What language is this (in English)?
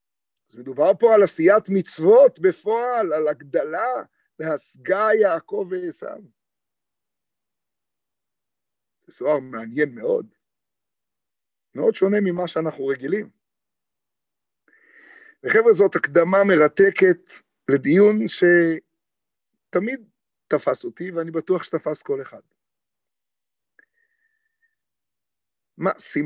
Hebrew